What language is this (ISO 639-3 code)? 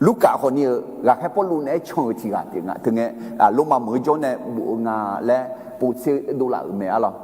ahk